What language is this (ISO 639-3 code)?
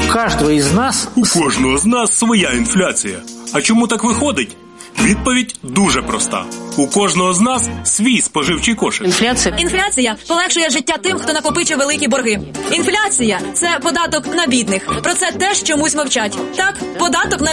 ukr